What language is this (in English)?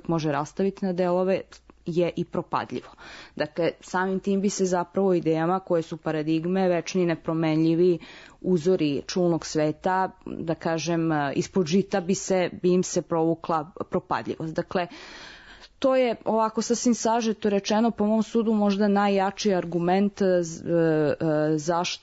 Serbian